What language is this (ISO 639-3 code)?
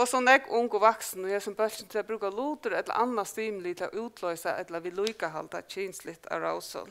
fao